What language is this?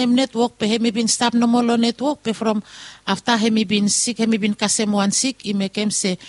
Bislama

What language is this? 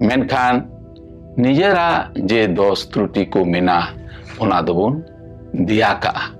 Santali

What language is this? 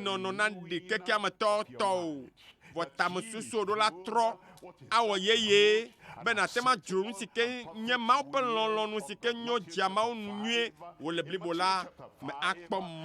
Ewe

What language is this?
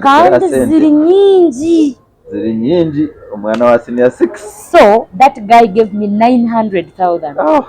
Nyankole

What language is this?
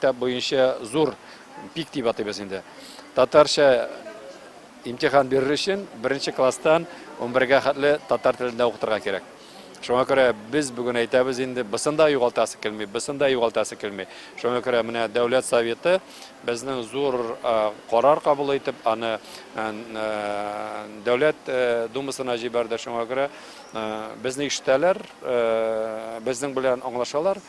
Tatar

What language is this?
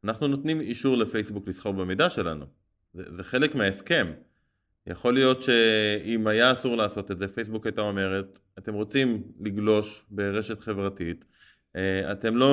Hebrew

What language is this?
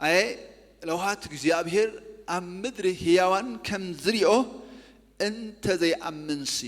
Tigrinya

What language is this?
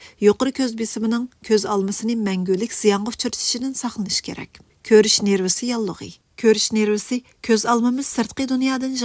Uyghur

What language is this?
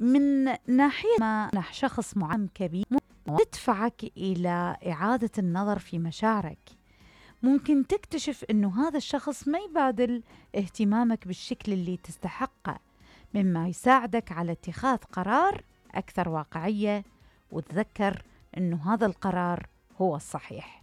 Mesopotamian Arabic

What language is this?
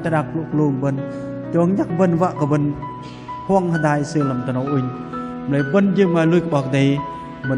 Bahnar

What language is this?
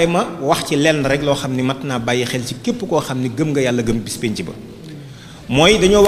Wolof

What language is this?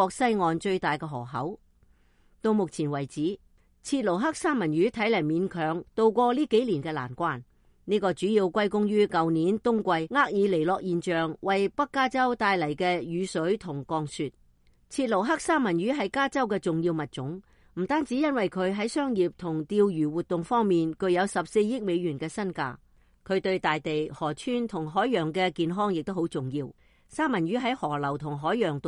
Cantonese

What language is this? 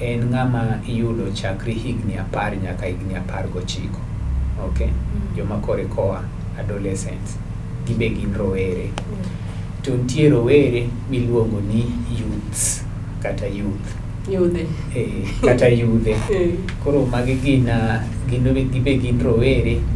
Luo (Kenya and Tanzania)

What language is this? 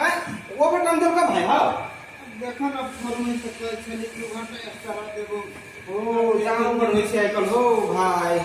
Maithili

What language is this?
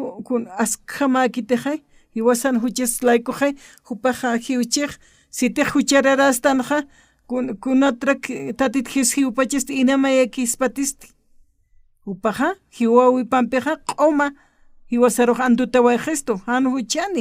Aymara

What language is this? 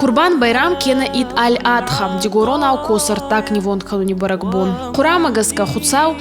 Ossetic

